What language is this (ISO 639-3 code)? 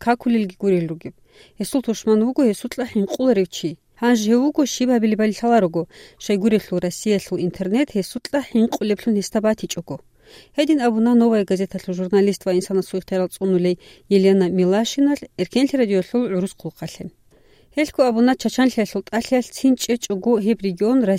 ava